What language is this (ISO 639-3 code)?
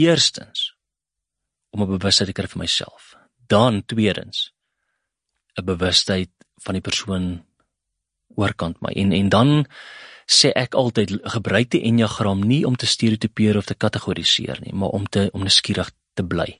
afr